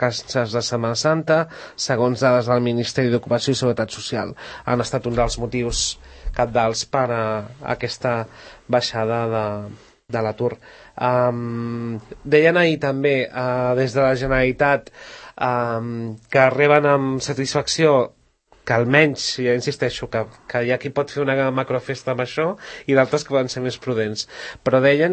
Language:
Catalan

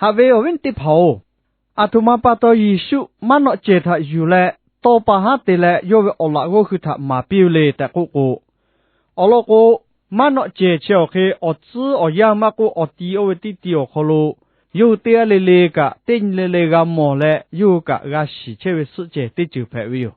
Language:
Lahu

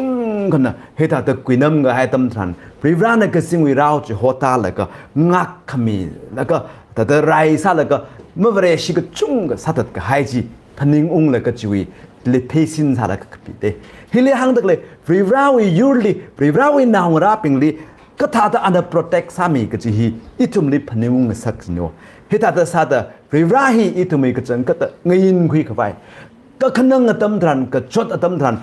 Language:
Tangkhul Naga (India)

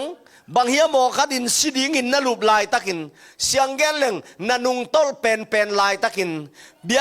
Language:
Tedim Chin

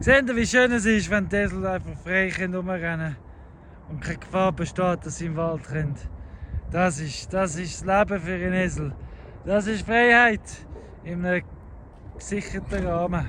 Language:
Swiss German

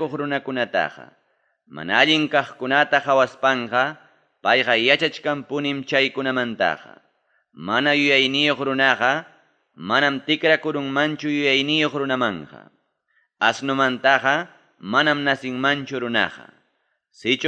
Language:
Ayacucho Quechua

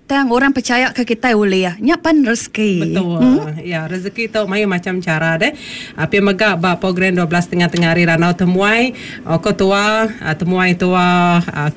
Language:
Iban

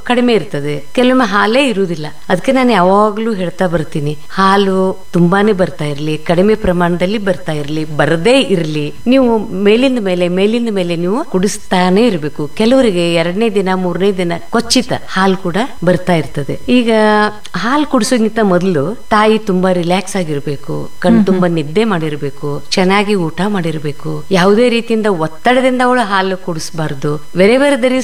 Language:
Kannada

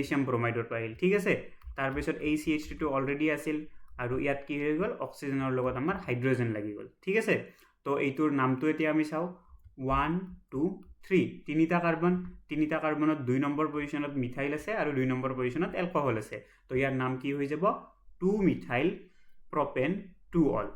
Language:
Assamese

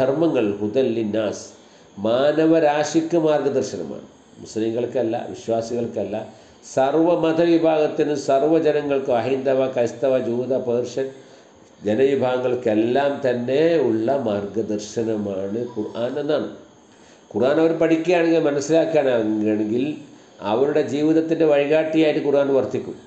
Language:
Malayalam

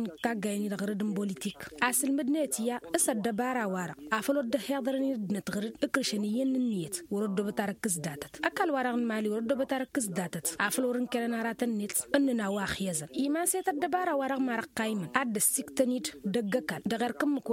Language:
Tamasheq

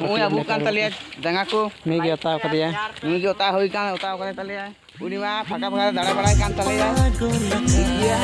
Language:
Santali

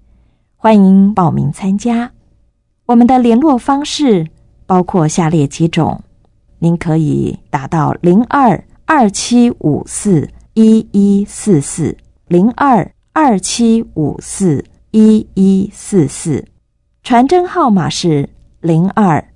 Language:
Chinese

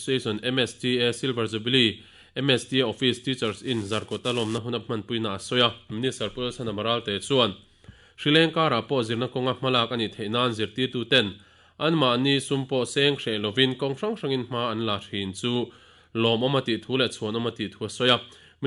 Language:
Mizo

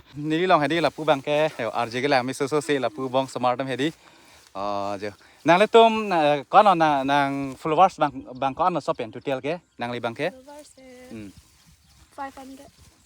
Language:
Karbi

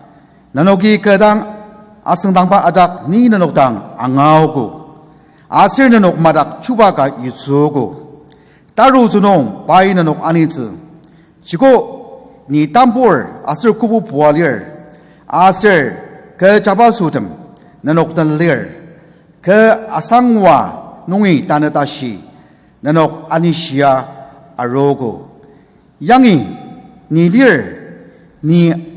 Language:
Ao Naga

